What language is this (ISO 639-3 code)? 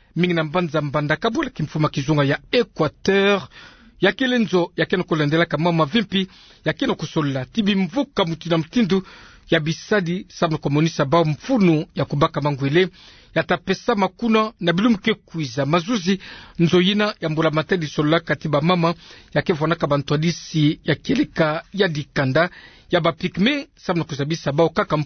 ktu